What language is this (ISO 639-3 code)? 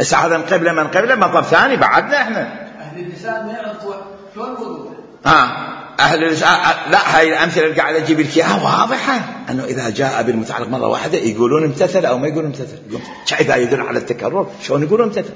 acm